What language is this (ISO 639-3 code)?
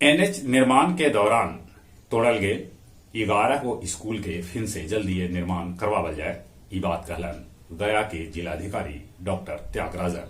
mag